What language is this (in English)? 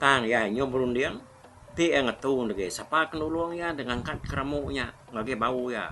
Iban